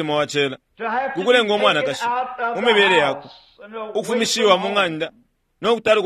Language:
Bemba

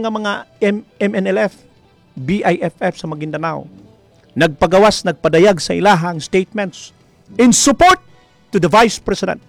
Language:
Cebuano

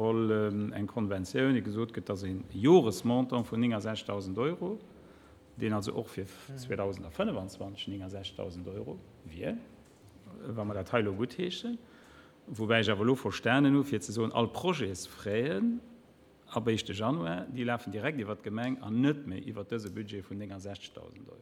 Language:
Luxembourgish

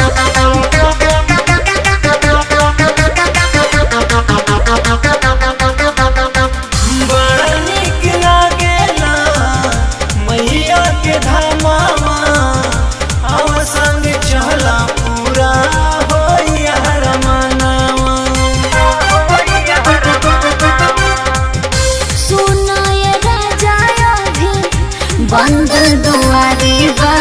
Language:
Bhojpuri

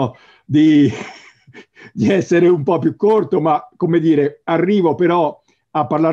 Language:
Italian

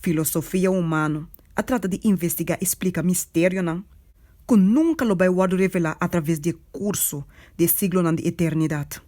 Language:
Papiamento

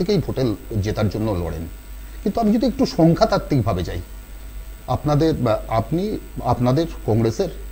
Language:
Bangla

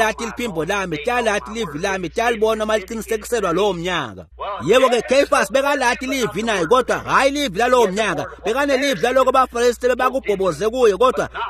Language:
Swati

